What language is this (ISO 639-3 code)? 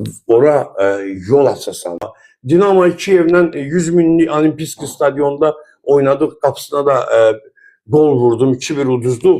aze